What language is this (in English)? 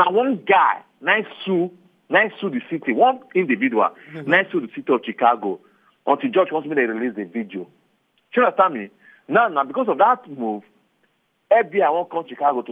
Nigerian Pidgin